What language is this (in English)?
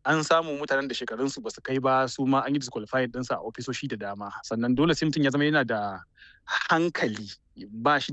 Hausa